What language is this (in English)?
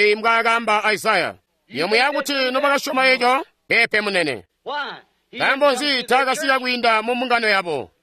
Tonga (Zambia)